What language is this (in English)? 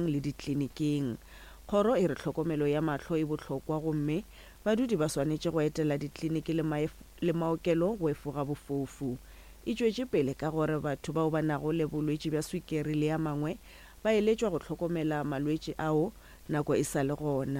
Northern Sotho